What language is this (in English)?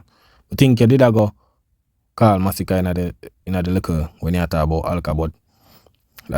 Jamaican Creole English